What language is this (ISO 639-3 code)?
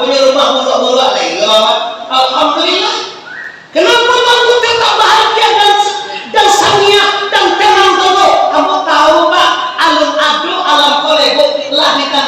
min